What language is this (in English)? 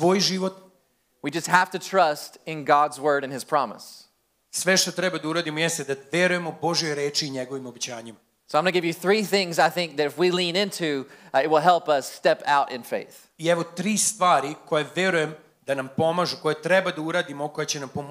Serbian